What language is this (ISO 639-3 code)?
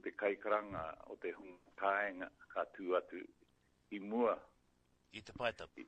mri